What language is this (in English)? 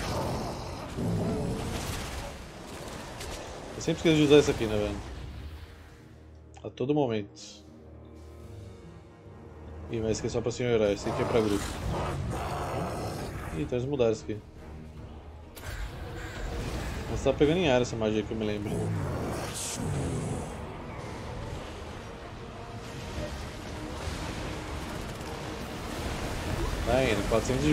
Portuguese